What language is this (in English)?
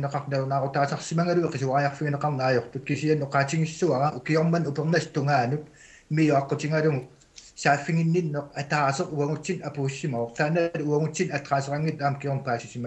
Kalaallisut